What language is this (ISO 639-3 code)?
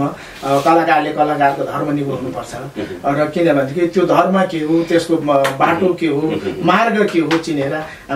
nep